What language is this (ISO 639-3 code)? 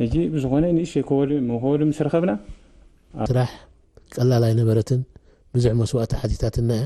tir